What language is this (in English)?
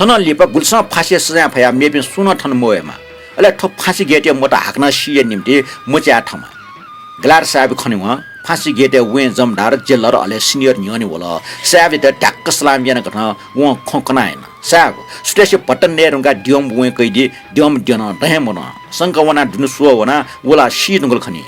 Newari